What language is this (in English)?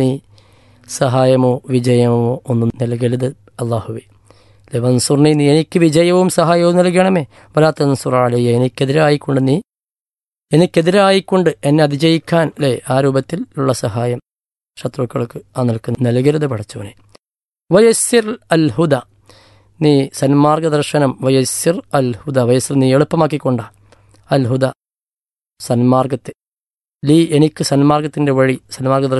Malayalam